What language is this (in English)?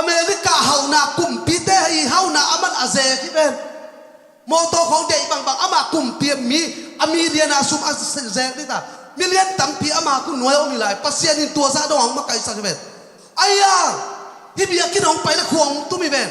Tedim Chin